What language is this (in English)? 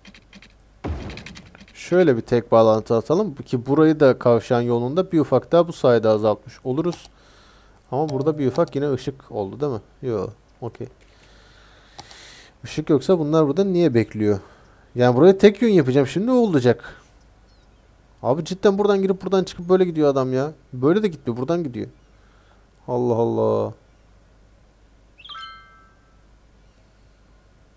Turkish